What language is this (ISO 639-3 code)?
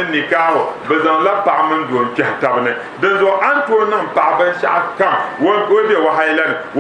dag